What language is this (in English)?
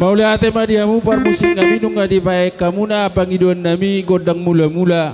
Batak Toba